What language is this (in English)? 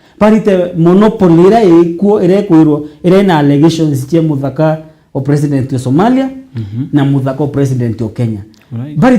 Meru